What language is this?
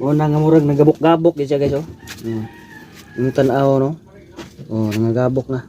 Cebuano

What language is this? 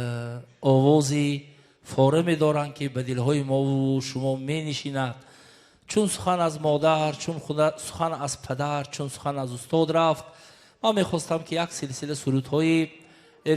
Tajik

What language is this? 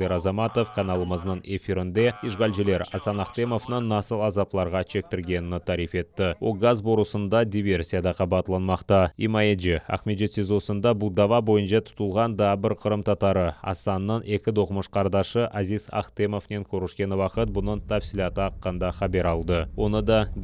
Crimean Tatar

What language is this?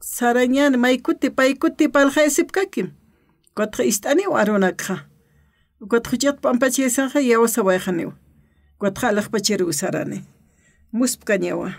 Aymara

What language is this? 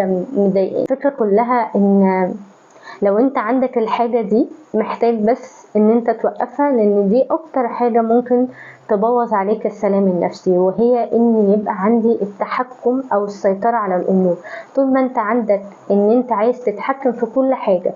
Egyptian Arabic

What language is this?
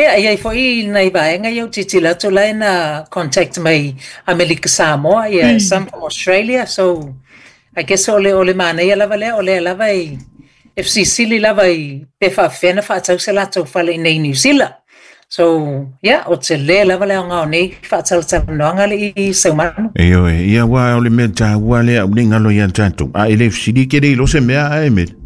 Samoan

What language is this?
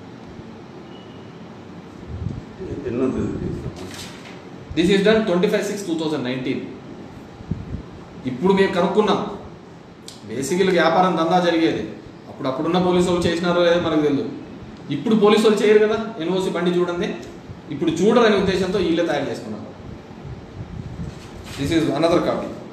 Telugu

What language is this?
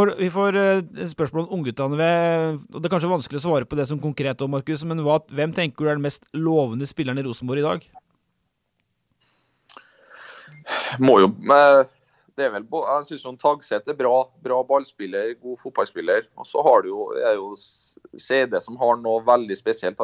Norwegian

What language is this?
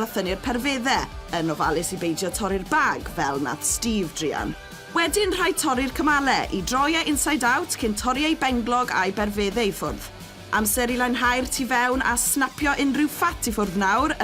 Welsh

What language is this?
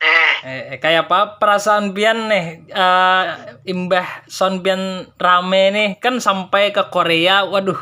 Banjar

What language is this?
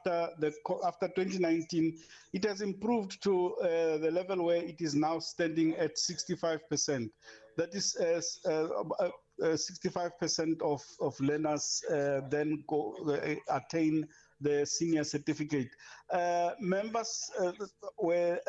English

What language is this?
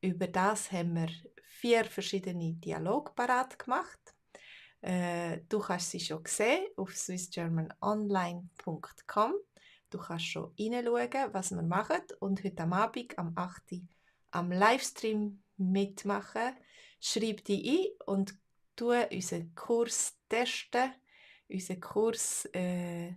Swiss German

